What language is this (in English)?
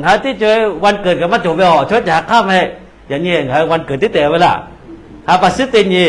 Lahu